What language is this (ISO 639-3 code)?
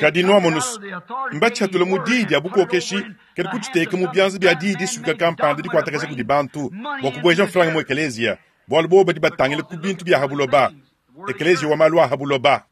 lua